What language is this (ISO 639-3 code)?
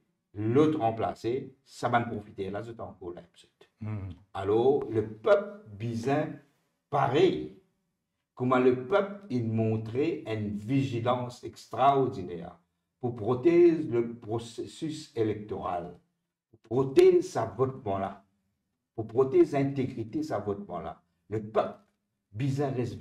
mfe